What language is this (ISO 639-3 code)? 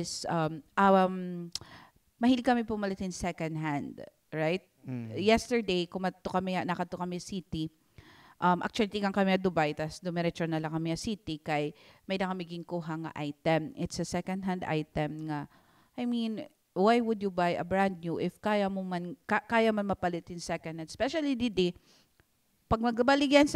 war